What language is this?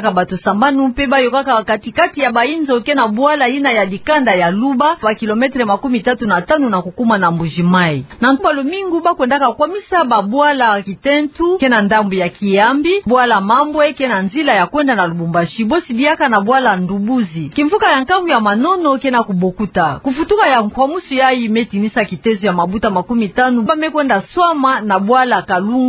Kituba (Democratic Republic of Congo)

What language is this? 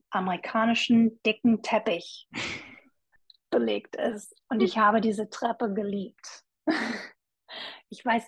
German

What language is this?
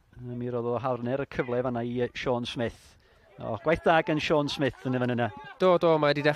Welsh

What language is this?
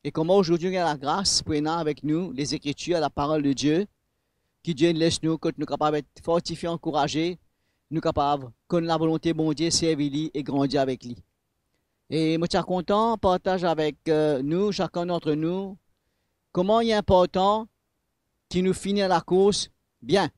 Morisyen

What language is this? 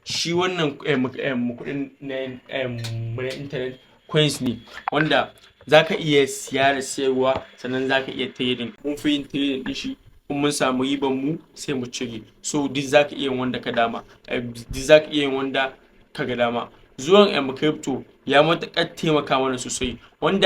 Hausa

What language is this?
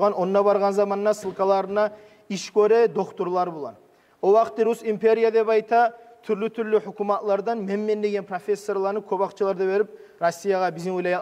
Kumyk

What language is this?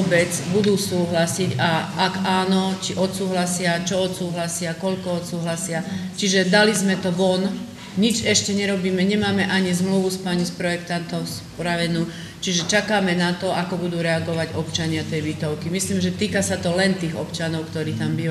Slovak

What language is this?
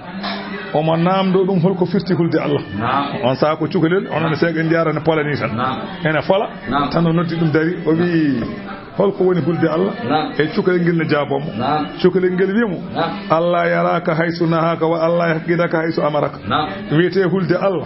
Fula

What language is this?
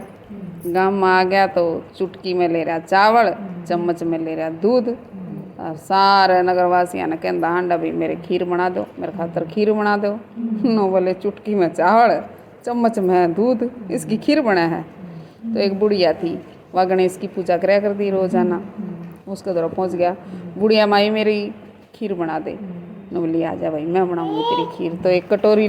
Haryanvi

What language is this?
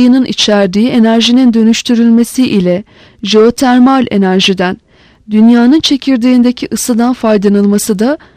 Turkish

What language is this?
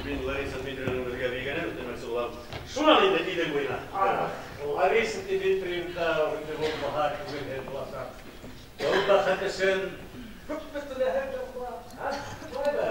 Bashkir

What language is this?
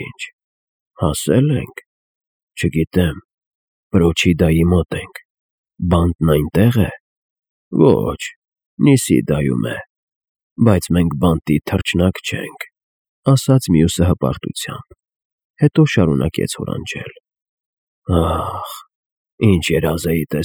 Armenian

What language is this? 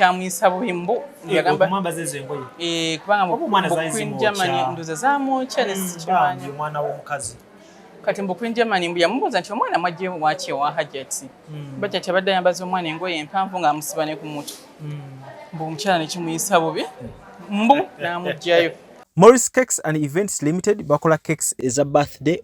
Ganda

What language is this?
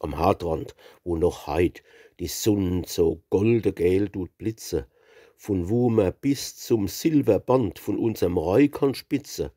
Palatine German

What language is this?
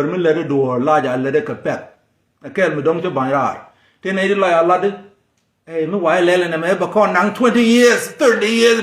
Nuer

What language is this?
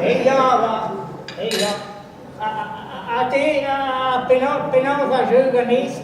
Breton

